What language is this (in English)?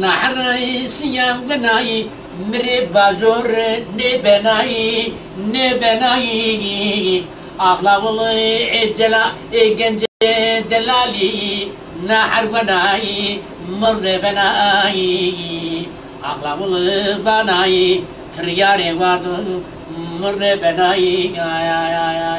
Zaza